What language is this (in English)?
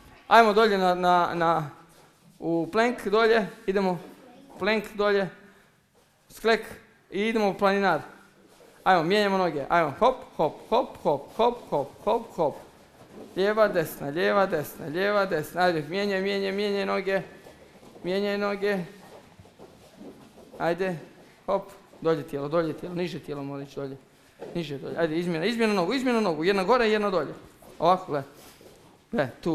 Croatian